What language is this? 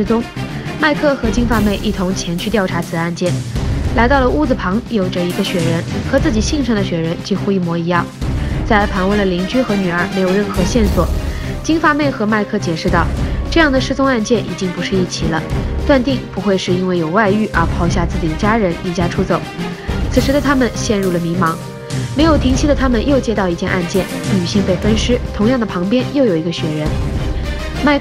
Chinese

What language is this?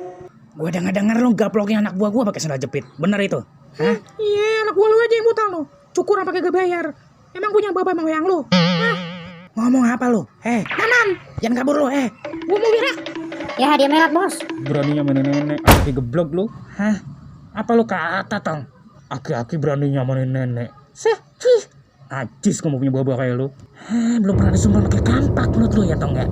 Betawi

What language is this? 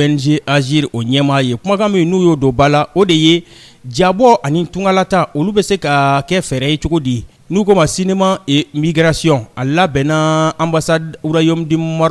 Bambara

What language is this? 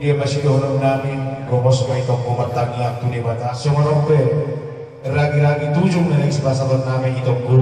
Batak Toba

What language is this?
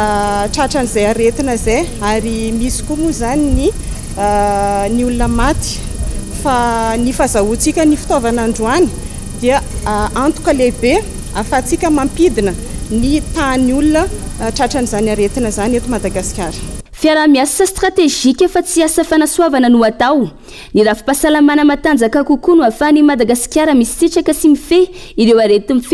Malagasy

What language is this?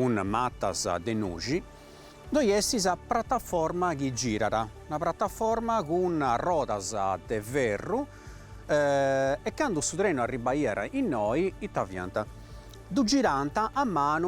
Sardinian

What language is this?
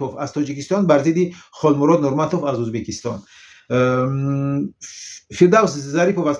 Tajik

